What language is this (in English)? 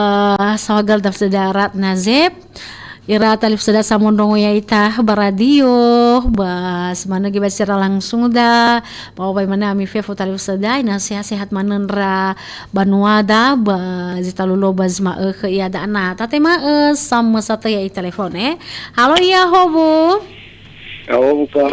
Nias